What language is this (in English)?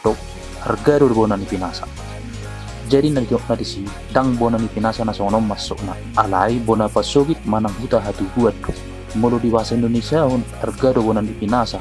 Batak Toba